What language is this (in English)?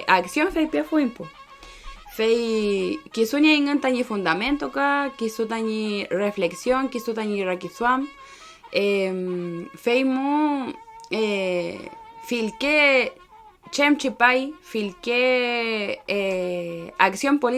Mapuche